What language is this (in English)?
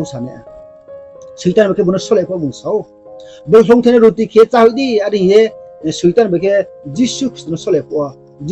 Riang (India)